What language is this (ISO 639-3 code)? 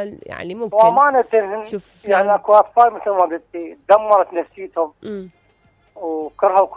acm